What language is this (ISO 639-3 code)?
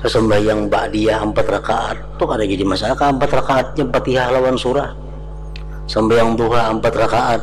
bjn